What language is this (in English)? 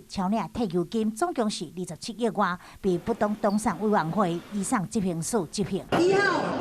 Min Nan Chinese